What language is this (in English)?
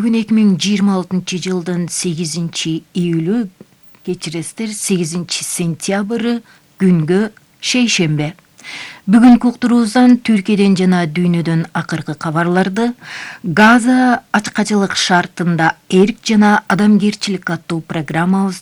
Kyrgyz